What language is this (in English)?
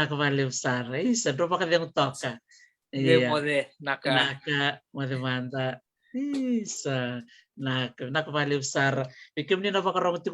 Fijian